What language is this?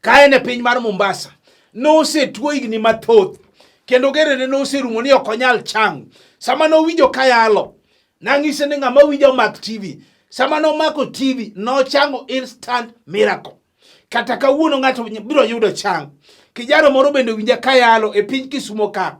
Luo (Kenya and Tanzania)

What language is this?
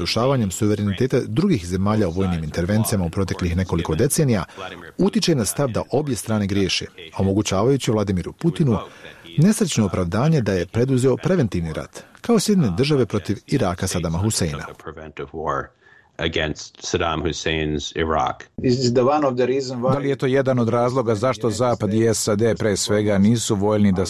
Bosnian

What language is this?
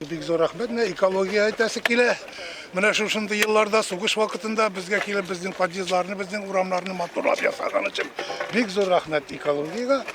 Tatar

